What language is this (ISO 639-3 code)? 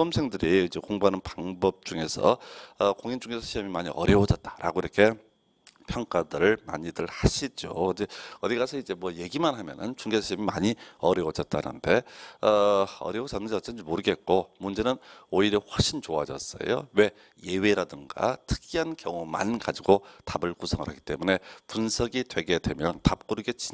kor